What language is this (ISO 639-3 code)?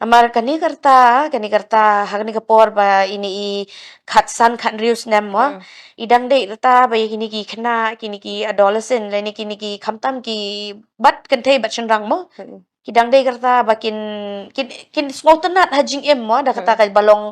kha